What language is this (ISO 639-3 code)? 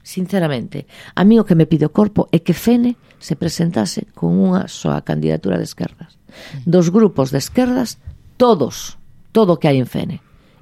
glg